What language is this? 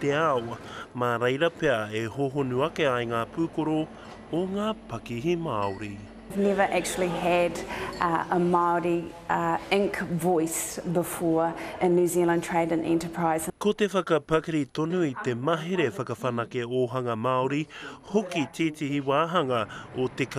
Māori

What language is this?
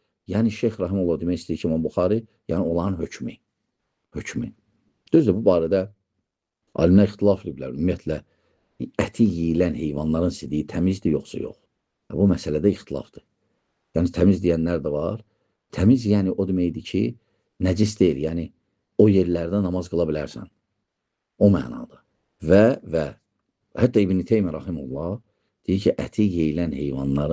Azerbaijani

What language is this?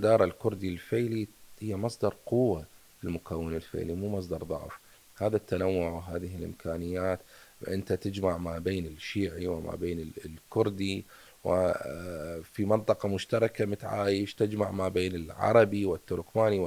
Mesopotamian Arabic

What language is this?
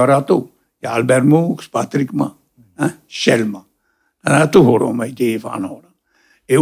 Tahitian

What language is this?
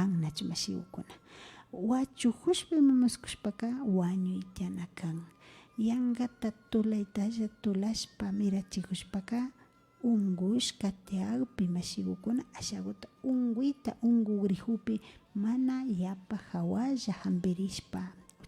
Imbabura Highland Quichua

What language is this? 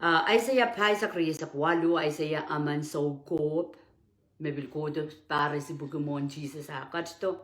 Pohnpeian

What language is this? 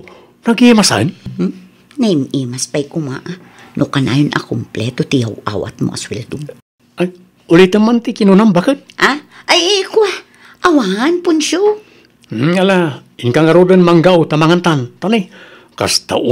Iloko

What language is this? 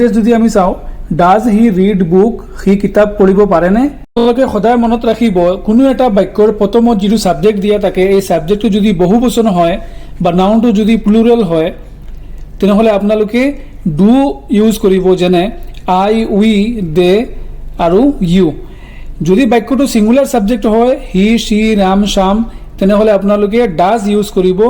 Assamese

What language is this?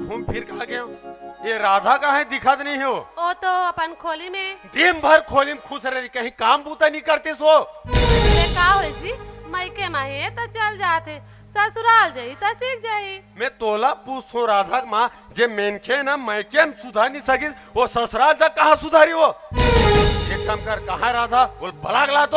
Chhattisgarhi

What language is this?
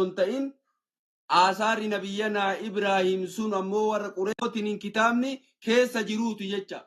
Oromo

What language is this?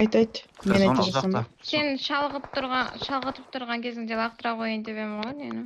Kara-Kalpak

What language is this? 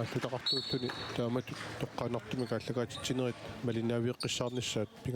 Kalaallisut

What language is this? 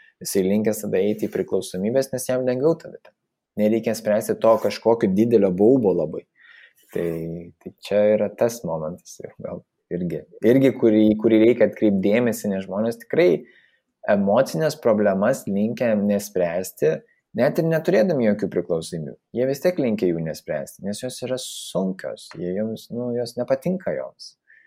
Lithuanian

